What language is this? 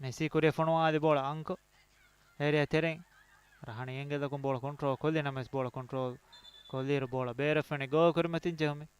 Divehi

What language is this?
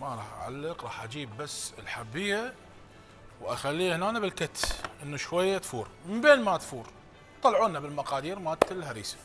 Mesopotamian Arabic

